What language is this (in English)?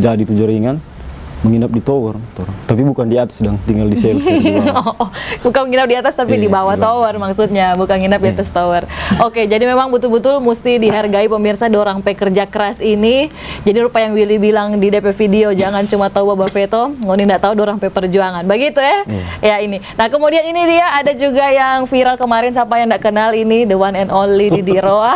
Manado Malay